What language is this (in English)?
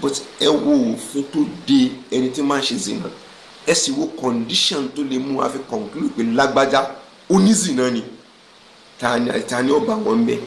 Yoruba